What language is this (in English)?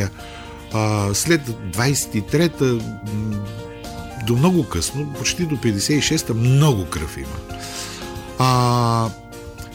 Bulgarian